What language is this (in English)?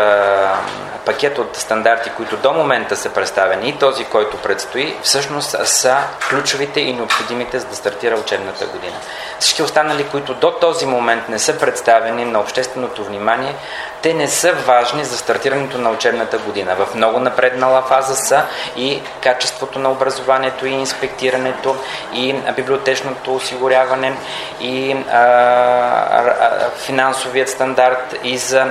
Bulgarian